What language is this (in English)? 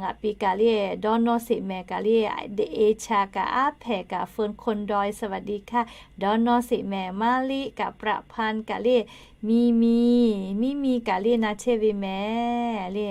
Lahu